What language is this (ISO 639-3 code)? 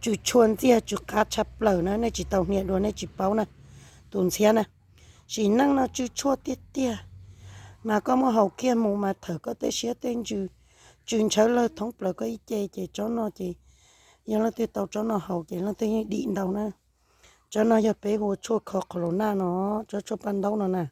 hmn